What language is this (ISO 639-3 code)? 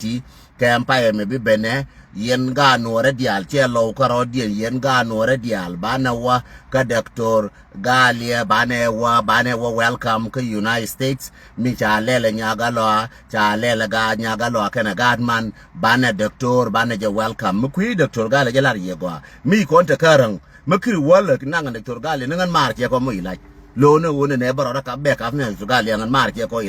nus